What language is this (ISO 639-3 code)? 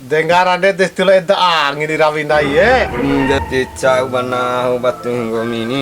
bhp